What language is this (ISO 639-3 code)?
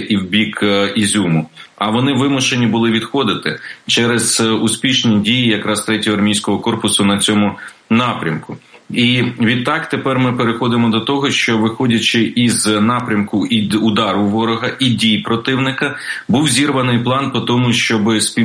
ukr